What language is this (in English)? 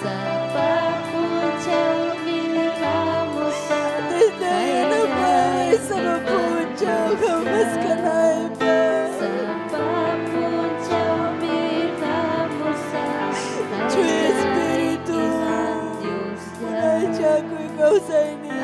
Ayacucho Quechua